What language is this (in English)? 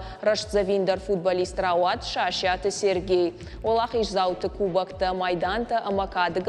Ossetic